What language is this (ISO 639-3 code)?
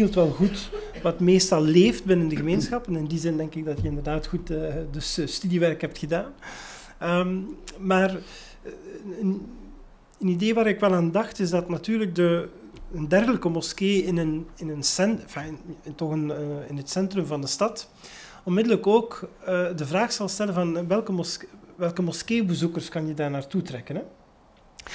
nld